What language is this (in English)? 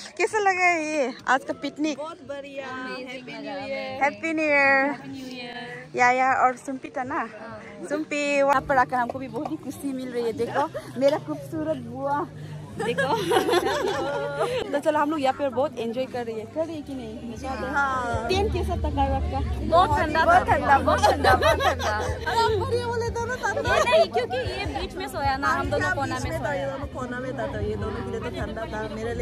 Hindi